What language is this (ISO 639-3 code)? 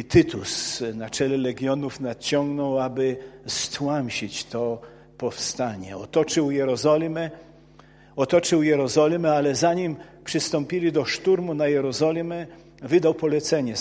pol